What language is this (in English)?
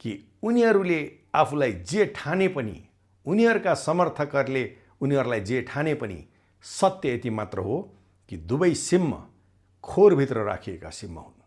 Nepali